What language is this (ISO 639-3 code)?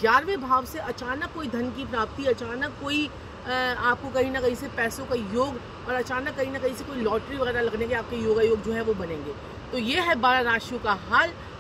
hin